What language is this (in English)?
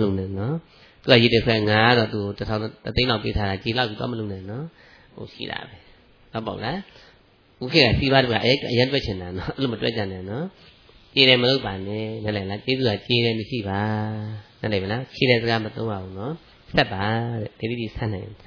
Burmese